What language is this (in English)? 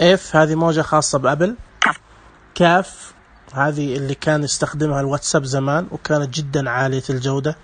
Najdi Arabic